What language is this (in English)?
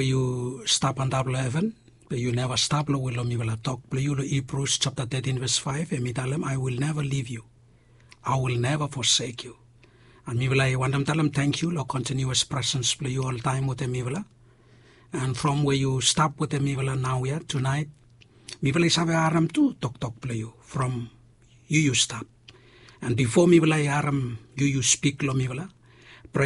Bislama